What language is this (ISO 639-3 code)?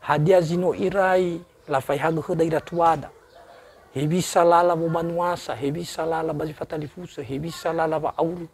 nia